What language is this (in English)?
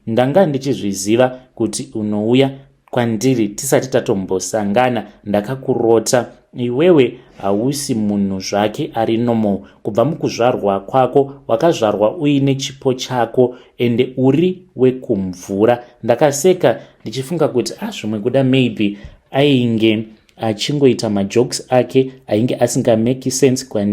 Shona